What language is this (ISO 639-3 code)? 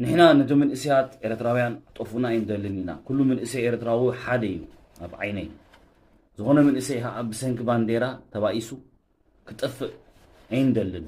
tir